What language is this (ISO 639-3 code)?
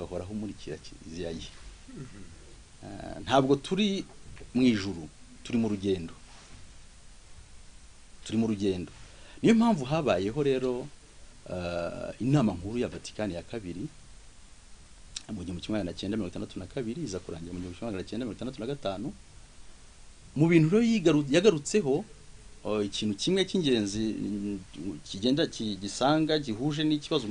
kin